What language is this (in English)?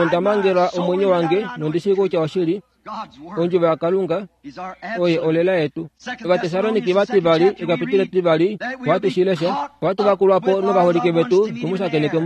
Kuanyama